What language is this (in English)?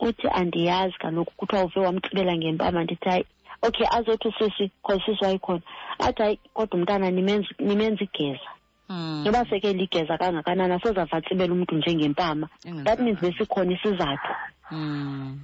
Xhosa